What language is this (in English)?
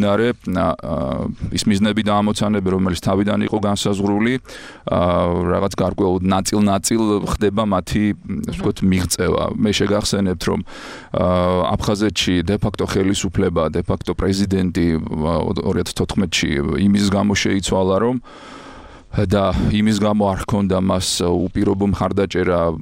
Georgian